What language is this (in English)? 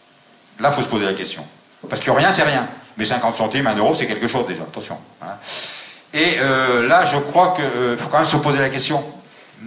French